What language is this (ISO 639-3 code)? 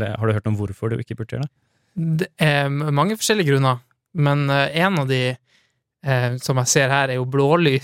nor